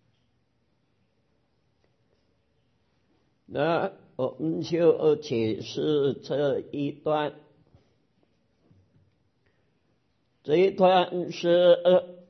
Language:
Chinese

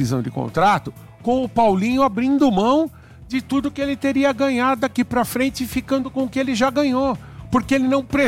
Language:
Portuguese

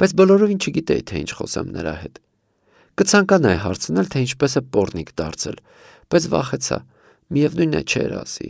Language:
Armenian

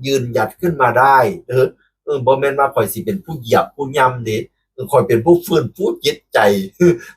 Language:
Northeastern Thai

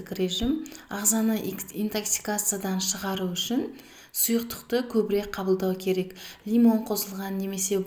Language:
Kazakh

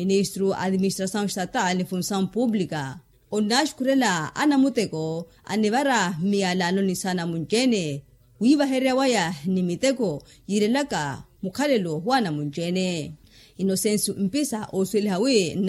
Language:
Makhuwa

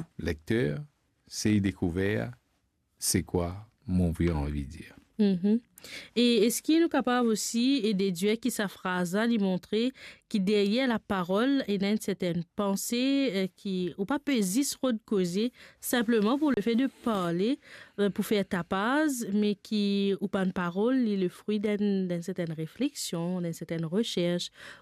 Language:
Morisyen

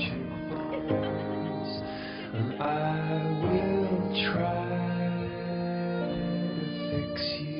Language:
Tajik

